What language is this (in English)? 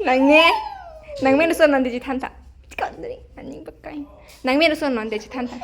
Karbi